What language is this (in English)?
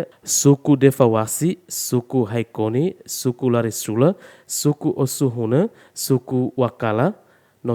Tetum